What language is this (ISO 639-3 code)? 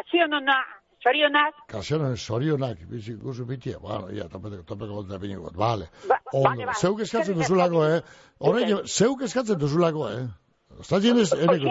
eus